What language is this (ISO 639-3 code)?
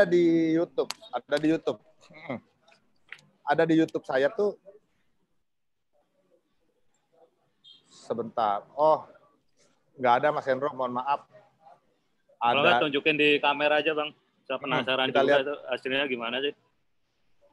ind